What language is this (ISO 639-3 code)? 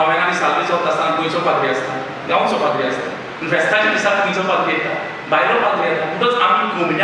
kok